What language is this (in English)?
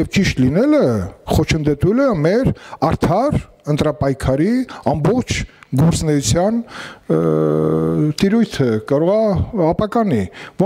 Armenian